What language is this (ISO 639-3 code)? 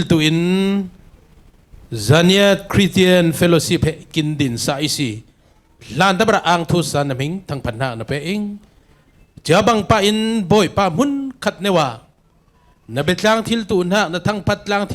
cfm